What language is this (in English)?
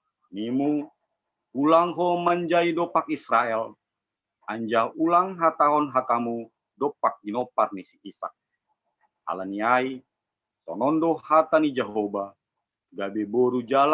Batak Simalungun